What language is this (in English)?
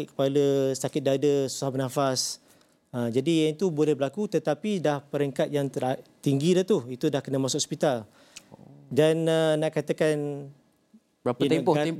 Malay